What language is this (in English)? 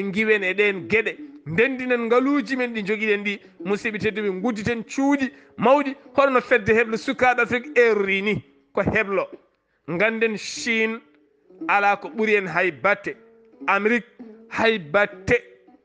Fula